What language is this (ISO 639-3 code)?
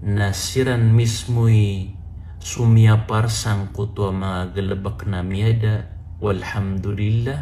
mrw